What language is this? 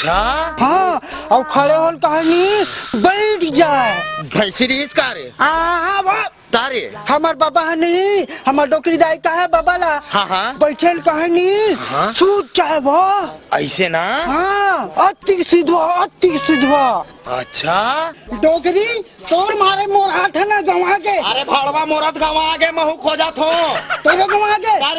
Chhattisgarhi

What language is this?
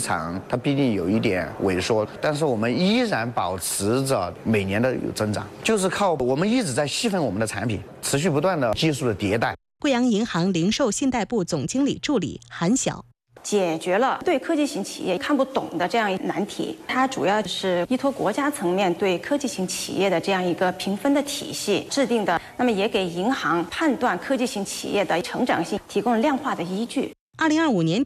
Chinese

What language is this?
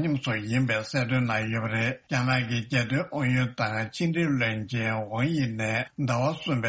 Tibetan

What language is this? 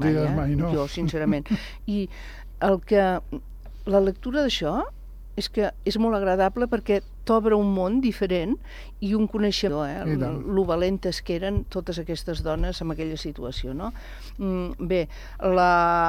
Catalan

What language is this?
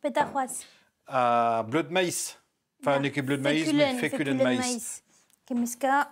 Breton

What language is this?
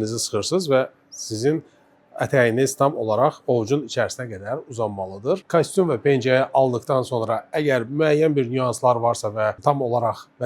Azerbaijani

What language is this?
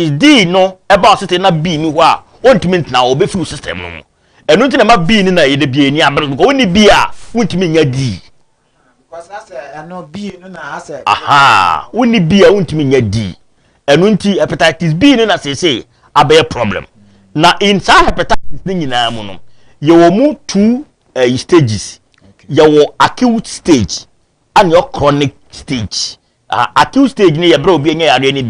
Akan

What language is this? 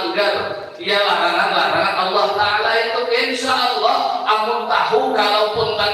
Banjar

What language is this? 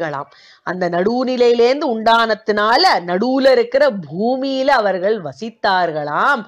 Tamil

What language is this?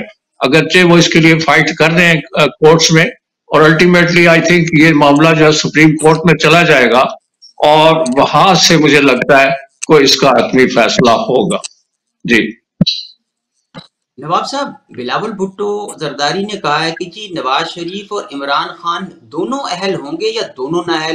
Urdu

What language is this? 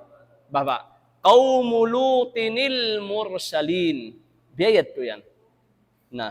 Tausug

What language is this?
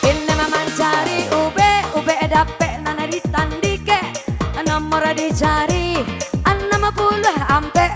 Minangkabau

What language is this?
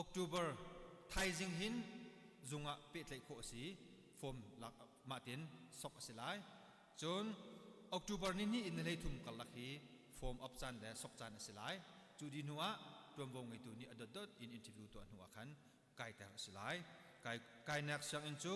Hakha Chin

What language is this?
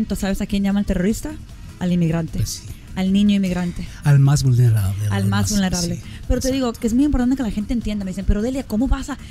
Spanish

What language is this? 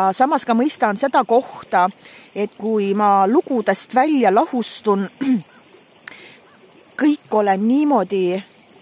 Estonian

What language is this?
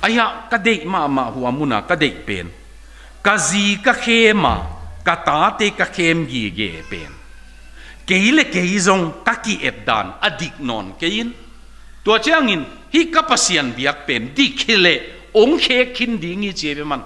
Tedim Chin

